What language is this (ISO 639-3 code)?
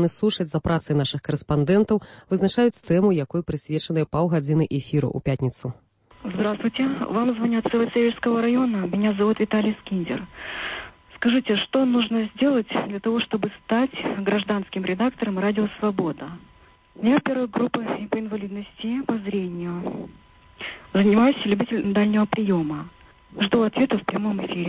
bel